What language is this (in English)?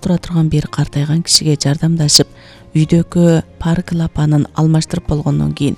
Kyrgyz